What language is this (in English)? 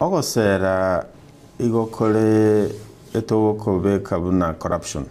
Gusii